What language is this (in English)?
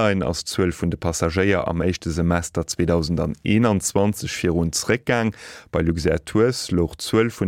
Luxembourgish